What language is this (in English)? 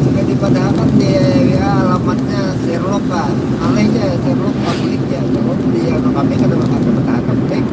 Banjar